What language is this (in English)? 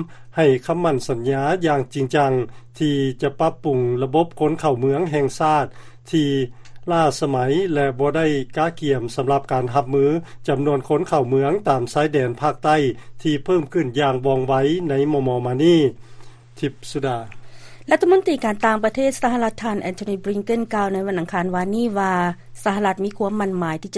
Lao